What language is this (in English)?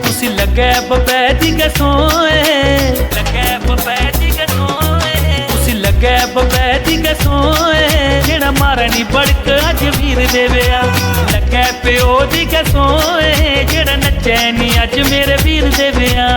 Dogri